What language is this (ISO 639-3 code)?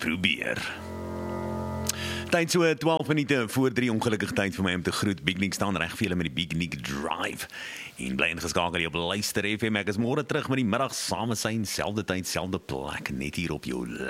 afr